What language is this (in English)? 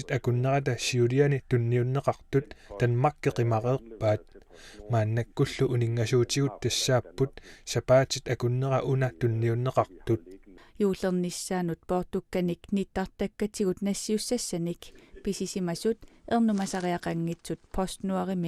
Kalaallisut